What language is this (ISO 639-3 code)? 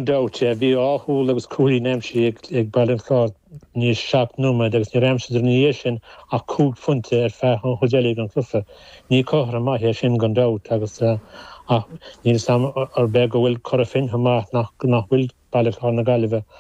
gle